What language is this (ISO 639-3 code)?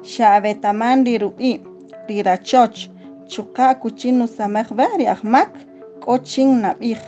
cak